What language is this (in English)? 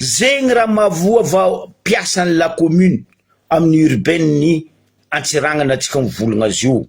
Malagasy